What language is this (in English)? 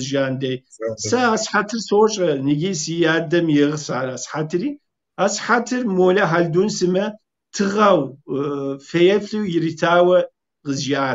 Kabardian